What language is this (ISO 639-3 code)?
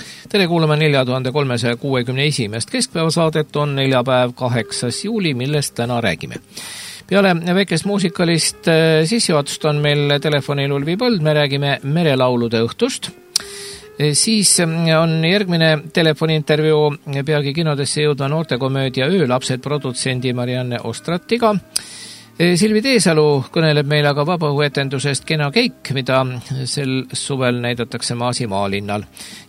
est